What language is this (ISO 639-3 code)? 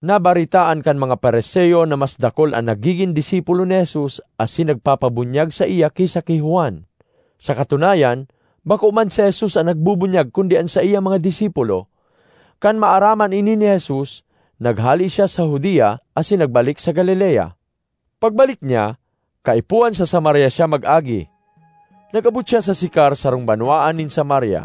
bik